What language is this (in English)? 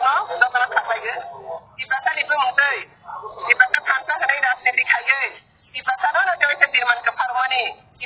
Kok Borok